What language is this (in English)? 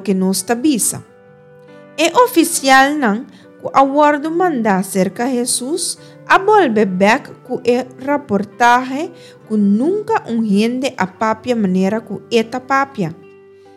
Papiamento